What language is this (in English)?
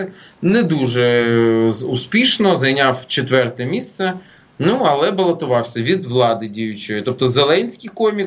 Ukrainian